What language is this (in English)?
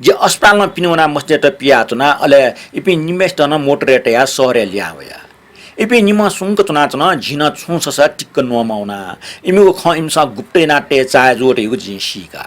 Newari